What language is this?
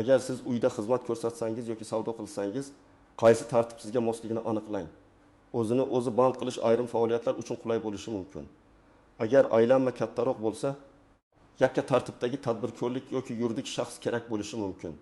Uzbek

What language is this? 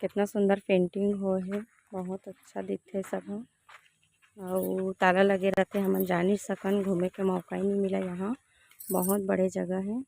Chhattisgarhi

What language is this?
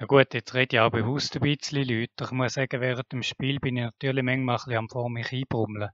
Swiss German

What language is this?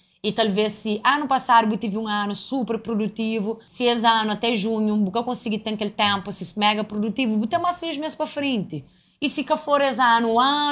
Kabuverdianu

